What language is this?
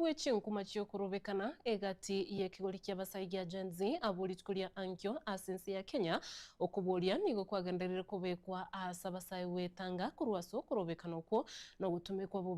Gusii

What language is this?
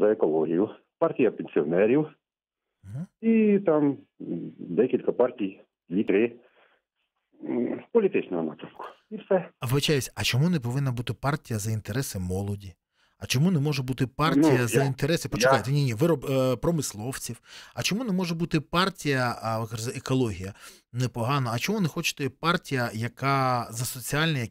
Ukrainian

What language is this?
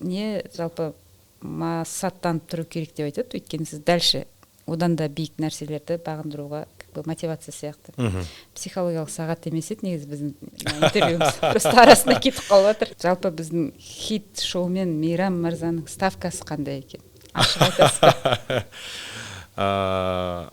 Kazakh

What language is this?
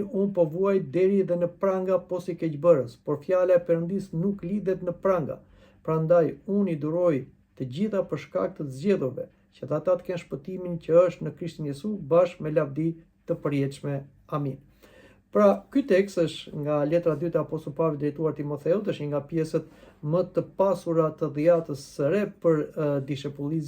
Albanian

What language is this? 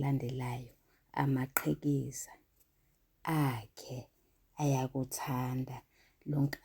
Zulu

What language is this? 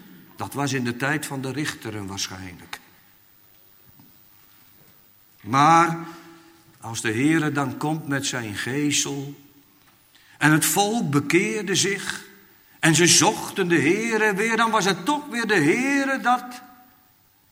Dutch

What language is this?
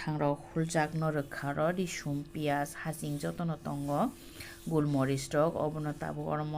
Kok Borok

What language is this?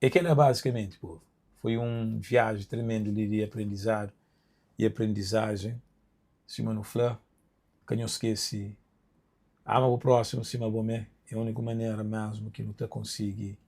Kabuverdianu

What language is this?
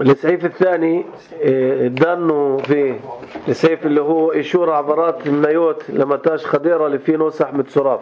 North Levantine Arabic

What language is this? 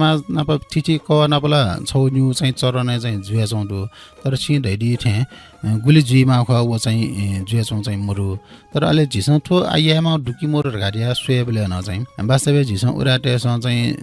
Newari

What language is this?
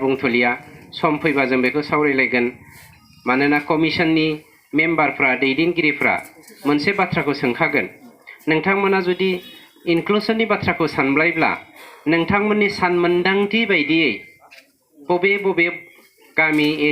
Bodo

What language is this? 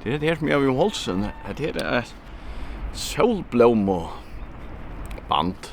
Faroese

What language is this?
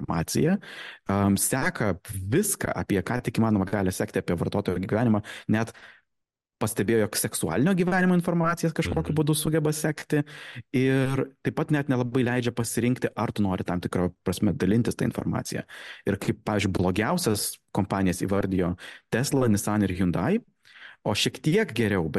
Lithuanian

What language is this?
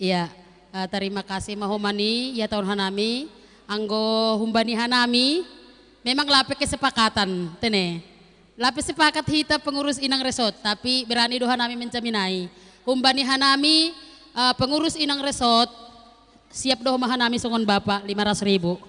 Batak Simalungun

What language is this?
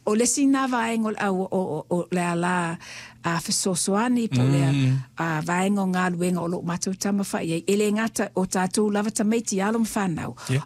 Samoan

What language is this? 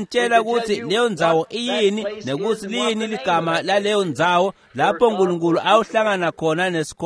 Swati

